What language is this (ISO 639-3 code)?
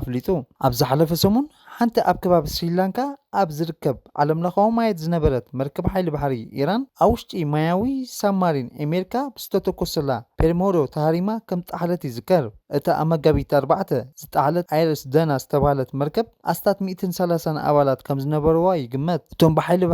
tir